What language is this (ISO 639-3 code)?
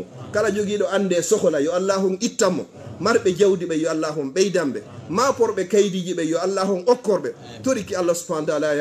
ful